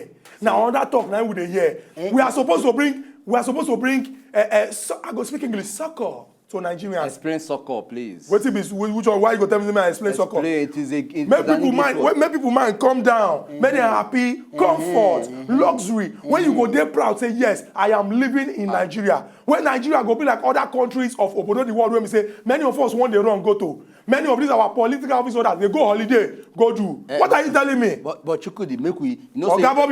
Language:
Nigerian Pidgin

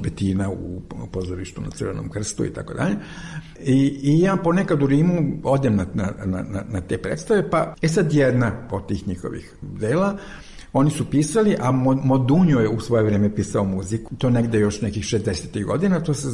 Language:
Serbian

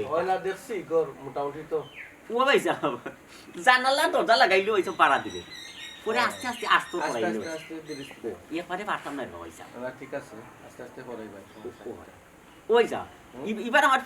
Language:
Sylheti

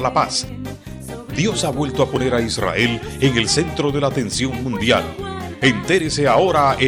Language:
Spanish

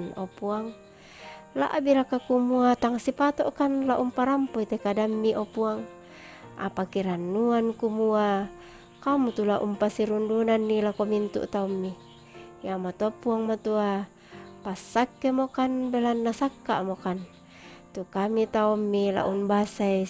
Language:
Toraja-Sa'dan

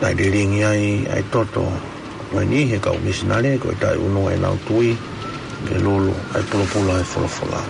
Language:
Tongan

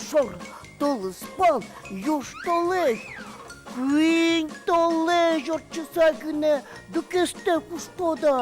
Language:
Udmurt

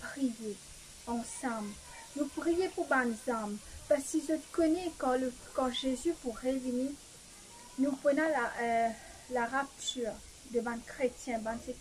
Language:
Morisyen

